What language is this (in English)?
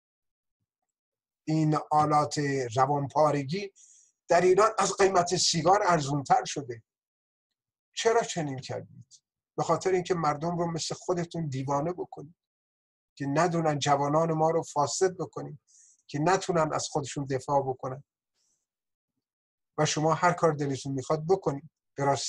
Persian